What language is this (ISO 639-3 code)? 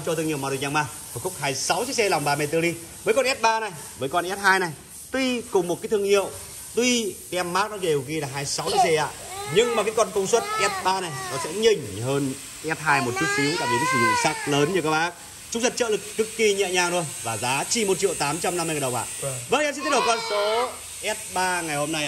vie